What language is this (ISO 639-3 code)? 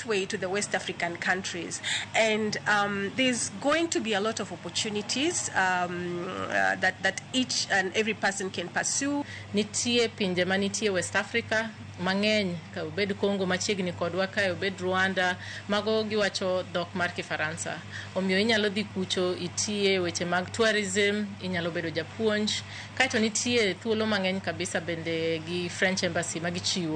luo